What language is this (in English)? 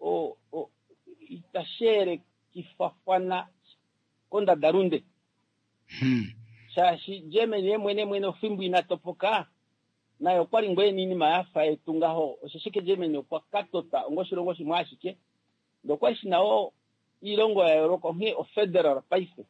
Kuanyama